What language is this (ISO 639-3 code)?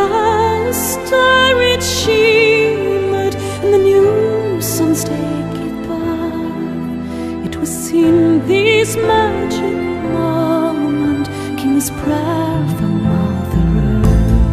eng